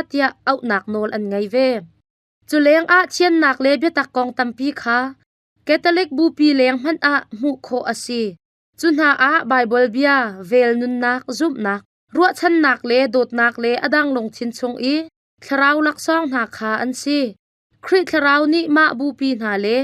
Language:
Hakha Chin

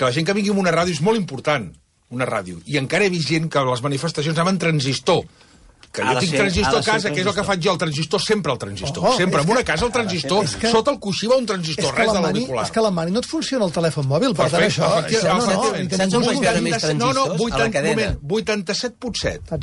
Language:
Catalan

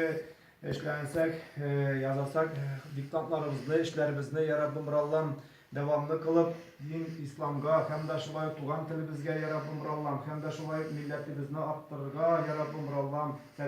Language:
Tatar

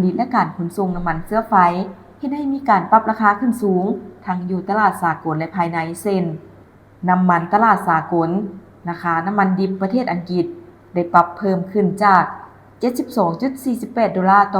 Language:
Lao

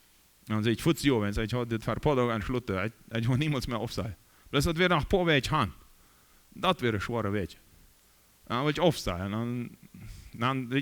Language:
Plautdietsch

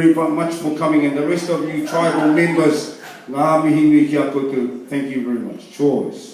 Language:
Māori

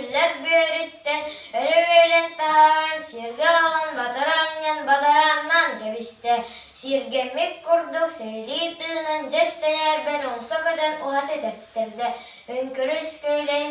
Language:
Yakut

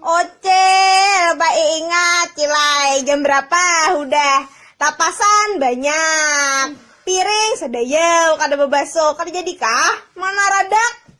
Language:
Banjar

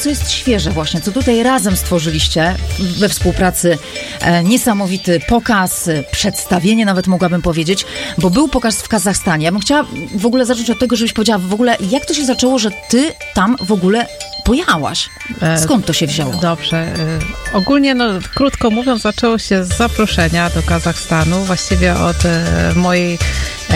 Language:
Polish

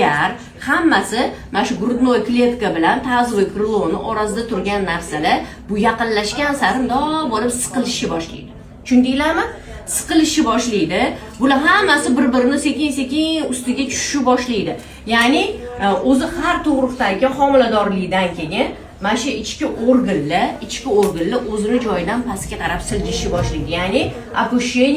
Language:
Uzbek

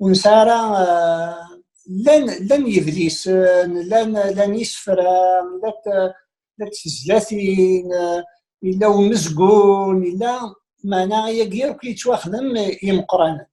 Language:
Kabyle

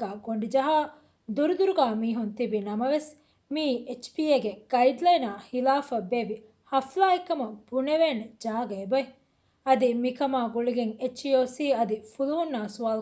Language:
Divehi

